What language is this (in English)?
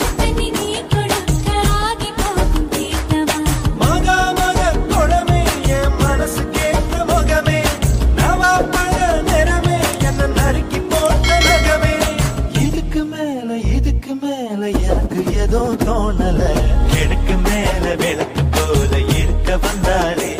Tamil